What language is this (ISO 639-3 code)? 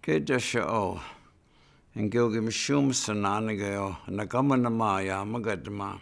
ciw